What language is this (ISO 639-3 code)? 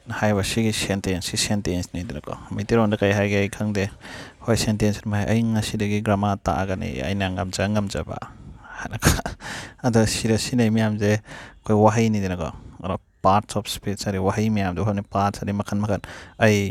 mni